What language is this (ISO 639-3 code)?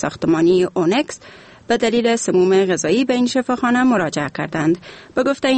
fas